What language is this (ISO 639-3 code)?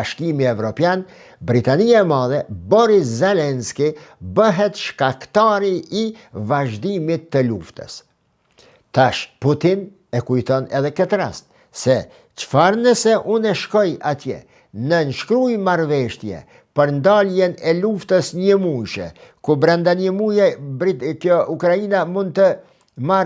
sqi